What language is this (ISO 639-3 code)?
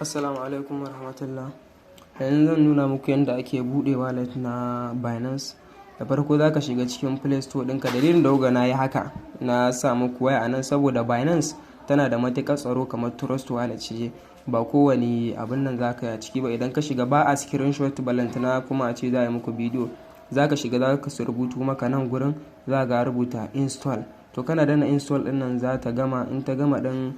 hau